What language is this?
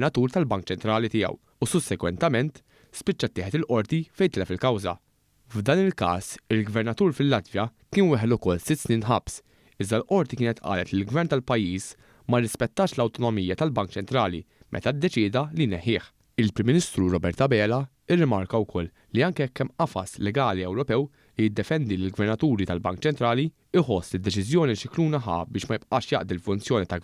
Maltese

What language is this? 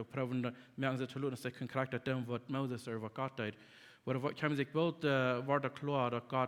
Plautdietsch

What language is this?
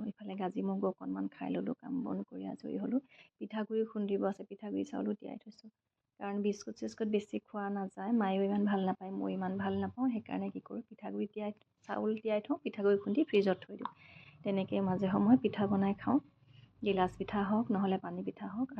Assamese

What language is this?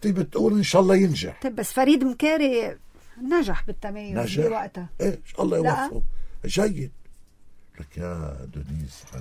North Levantine Arabic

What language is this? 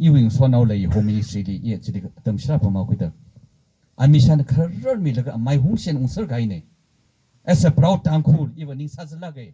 Tangkhul Naga (India)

